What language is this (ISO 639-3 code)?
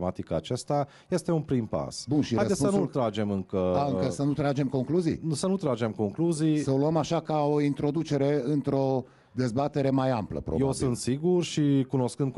ron